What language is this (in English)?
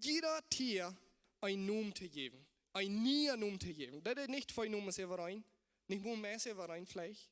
Plautdietsch